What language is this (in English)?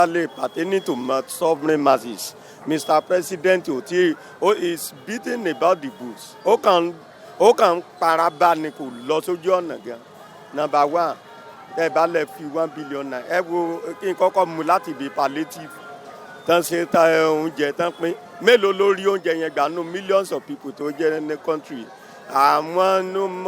Yoruba